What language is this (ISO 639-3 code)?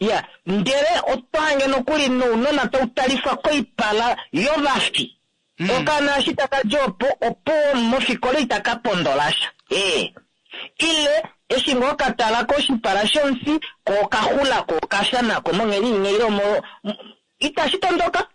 kua